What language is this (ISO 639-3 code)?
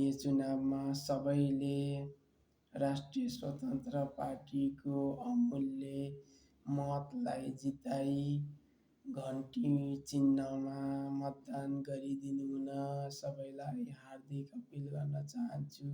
nep